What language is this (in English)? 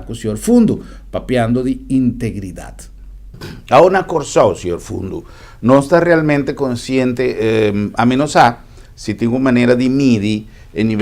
Papiamento